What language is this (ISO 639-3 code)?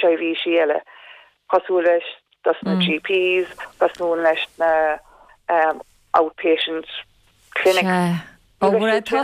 gle